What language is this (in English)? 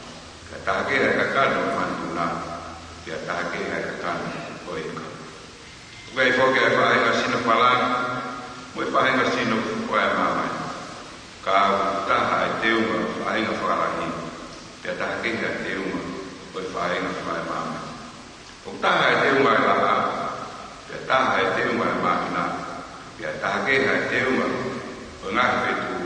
Tongan